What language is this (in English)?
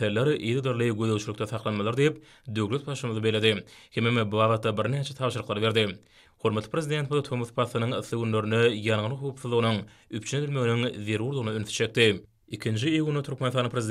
Turkmen